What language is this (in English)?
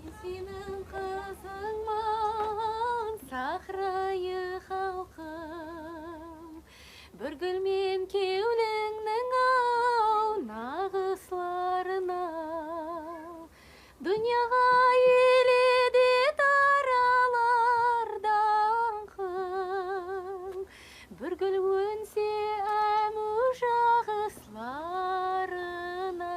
Kara-Kalpak